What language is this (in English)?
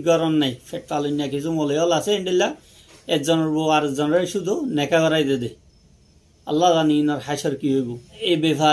Rohingya